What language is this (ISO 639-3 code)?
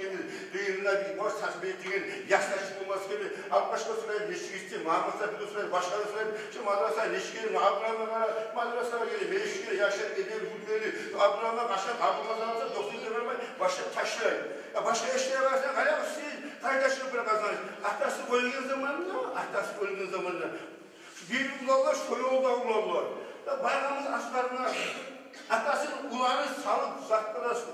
kum